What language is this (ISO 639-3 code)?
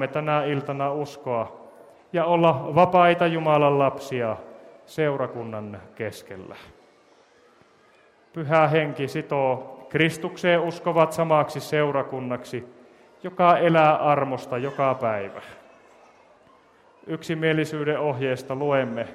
fin